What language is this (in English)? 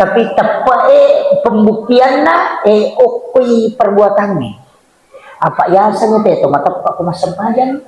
Buginese